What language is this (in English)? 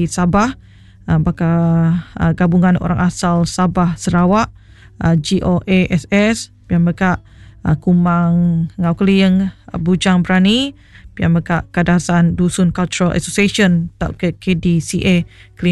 Iban